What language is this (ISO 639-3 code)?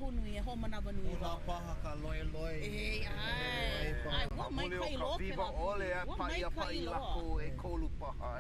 haw